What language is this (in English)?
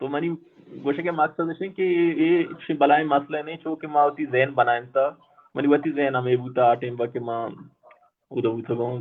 Baluchi